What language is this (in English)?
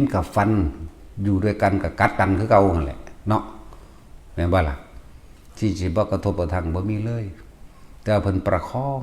Northeastern Thai